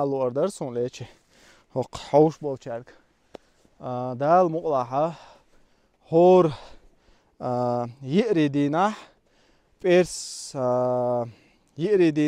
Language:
Chechen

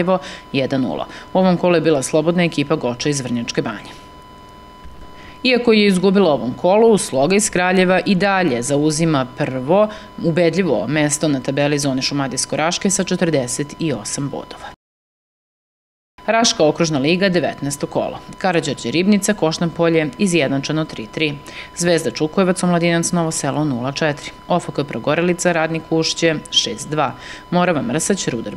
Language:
Serbian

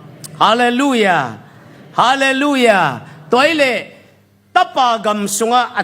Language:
Tedim Chin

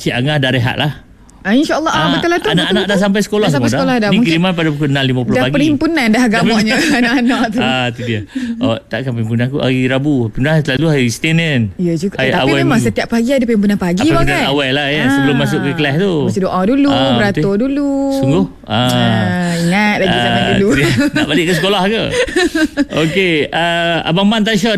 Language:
Malay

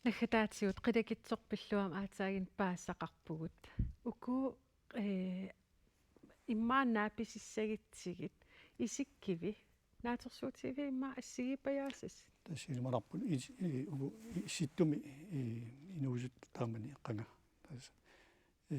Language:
Kalaallisut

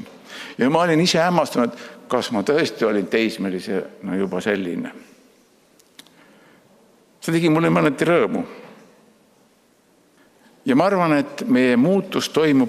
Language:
Estonian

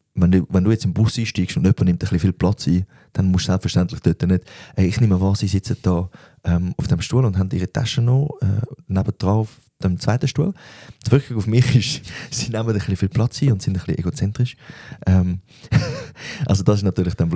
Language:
Swiss German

